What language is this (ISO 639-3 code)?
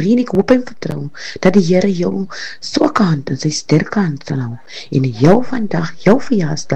afr